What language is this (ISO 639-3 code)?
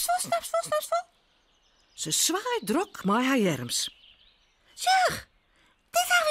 fry